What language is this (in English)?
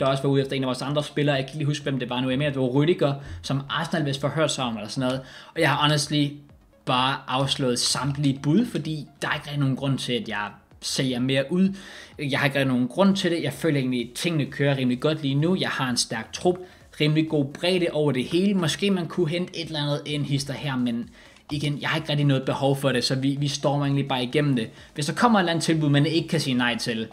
Danish